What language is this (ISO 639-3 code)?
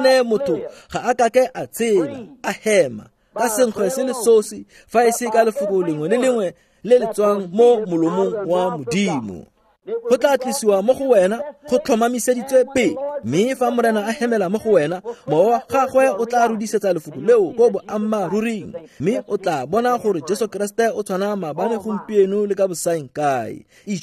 tsn